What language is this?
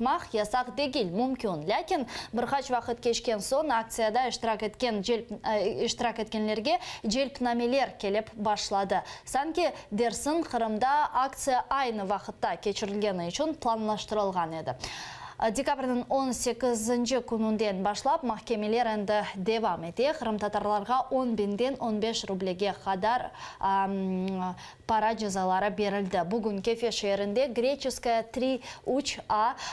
Crimean Tatar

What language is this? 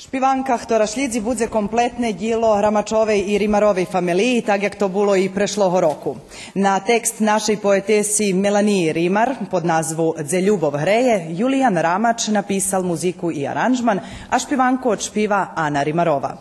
Rusyn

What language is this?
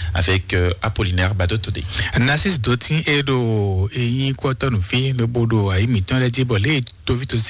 Fon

